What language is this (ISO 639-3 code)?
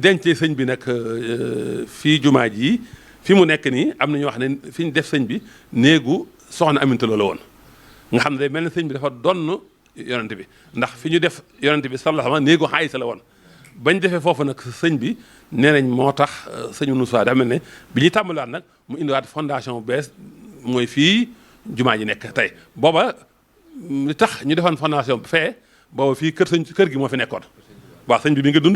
wol